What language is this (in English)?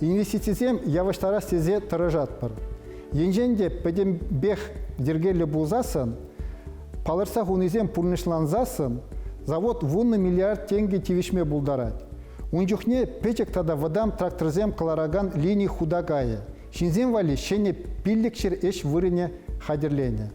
Chuvash